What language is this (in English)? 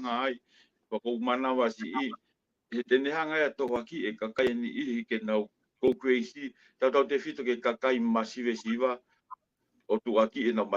Tongan